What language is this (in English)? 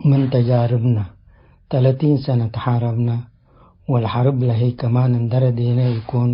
Tigre